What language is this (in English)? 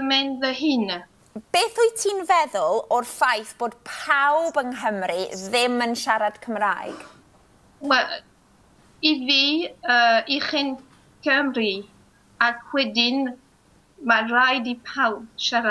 Welsh